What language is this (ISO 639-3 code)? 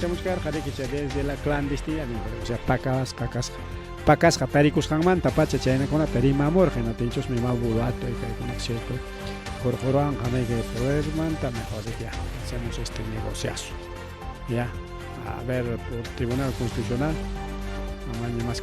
quy